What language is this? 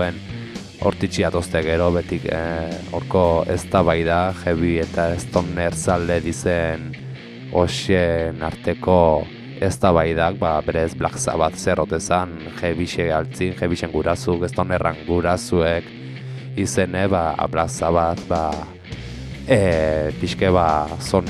Basque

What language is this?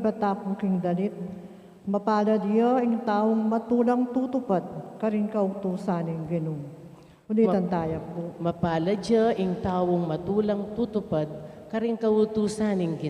Pampanga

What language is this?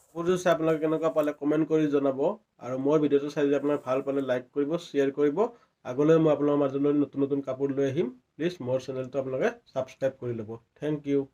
Assamese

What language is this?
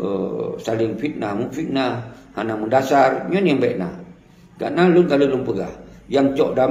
Achinese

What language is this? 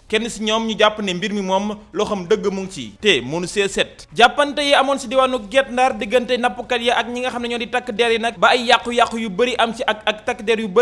Wolof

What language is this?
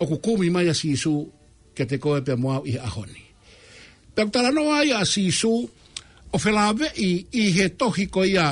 Tongan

